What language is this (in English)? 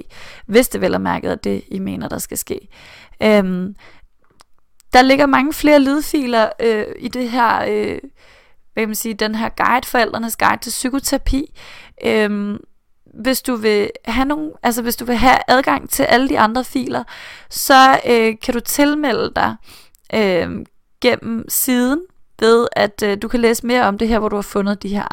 Danish